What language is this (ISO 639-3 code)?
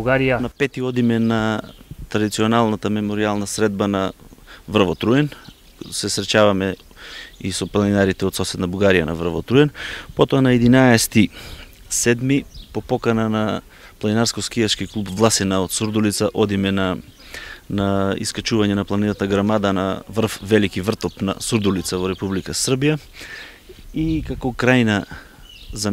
mkd